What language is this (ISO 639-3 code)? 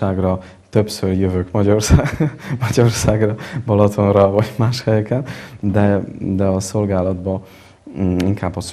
hun